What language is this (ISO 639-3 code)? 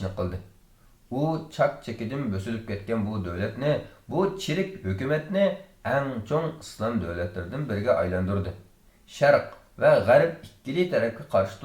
uig